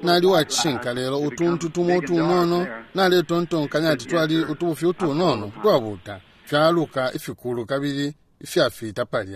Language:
Bemba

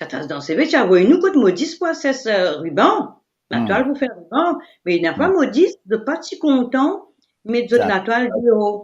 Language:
Morisyen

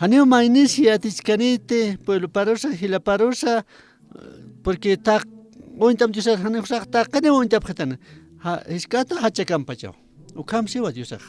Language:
Aymara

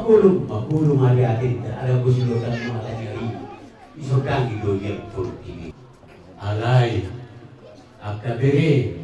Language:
Batak Toba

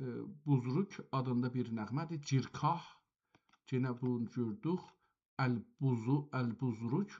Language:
South Azerbaijani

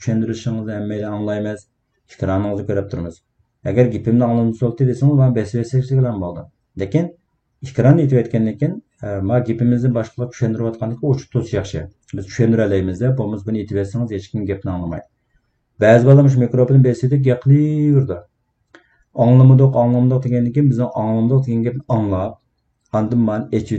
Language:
Uyghur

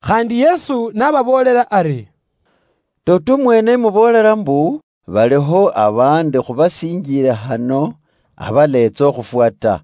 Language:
Luyia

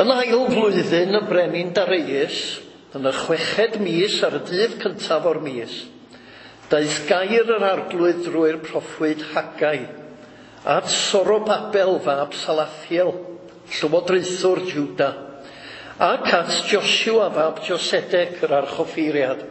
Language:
Welsh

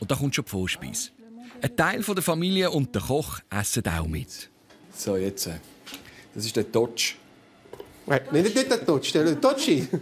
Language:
Swiss German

